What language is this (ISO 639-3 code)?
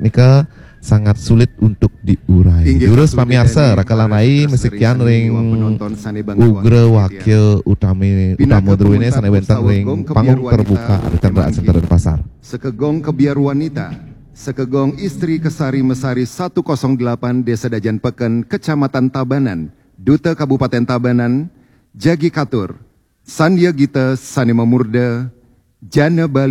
ban